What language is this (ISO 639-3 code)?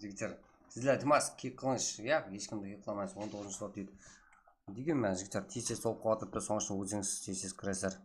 kaa